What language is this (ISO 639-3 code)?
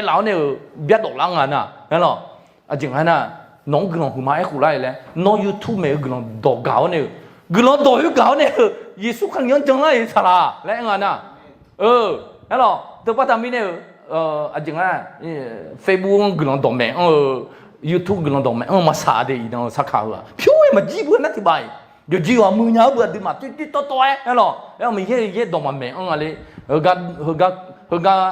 ahk